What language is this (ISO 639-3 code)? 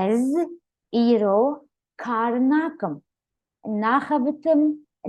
kur